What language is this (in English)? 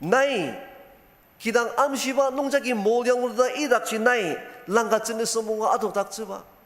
Ao Naga